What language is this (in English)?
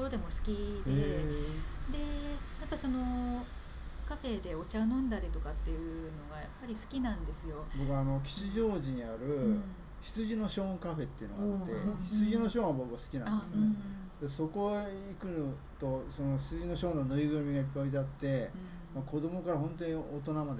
Japanese